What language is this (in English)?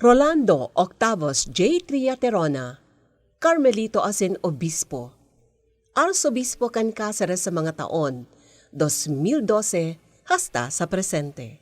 Bikol